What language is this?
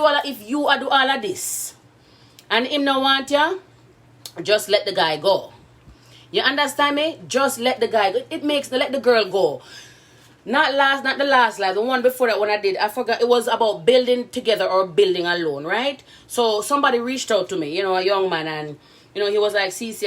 Jamaican Creole English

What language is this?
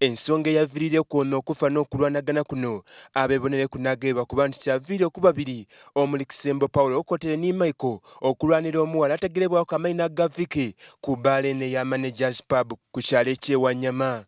Soga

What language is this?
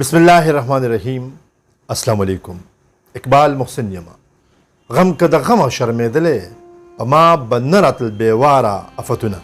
Pashto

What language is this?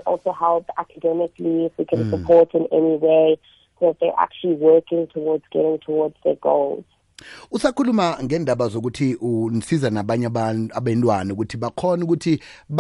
South Ndebele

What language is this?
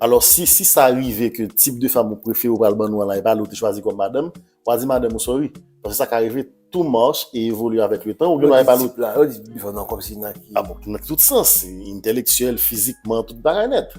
Haitian Creole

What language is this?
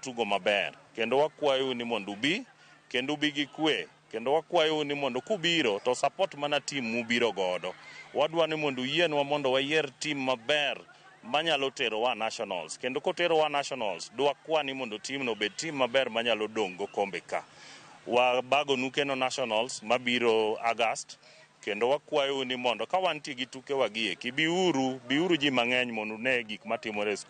Luo (Kenya and Tanzania)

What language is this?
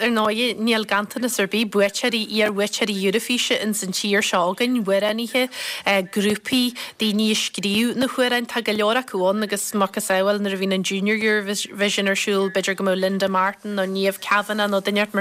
Irish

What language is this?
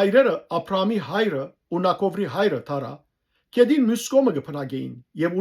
Western Armenian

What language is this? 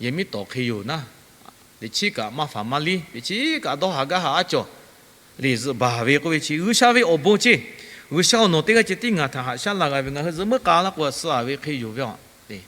Lahu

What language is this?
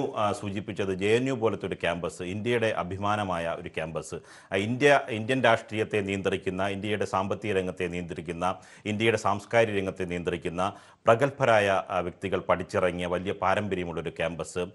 Malayalam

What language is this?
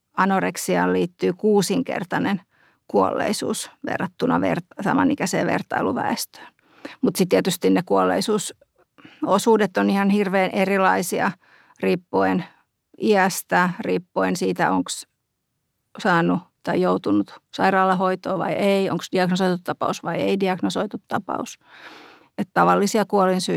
Finnish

